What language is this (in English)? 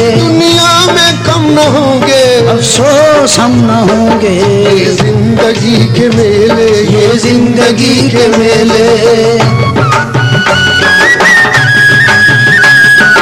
Hindi